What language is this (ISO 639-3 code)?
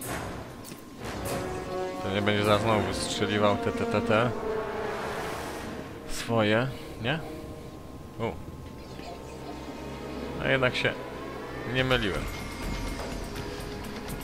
pol